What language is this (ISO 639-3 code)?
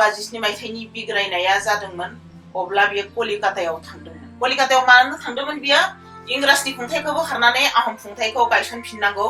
brx